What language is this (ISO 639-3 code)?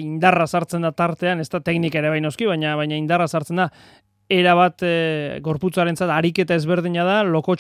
eus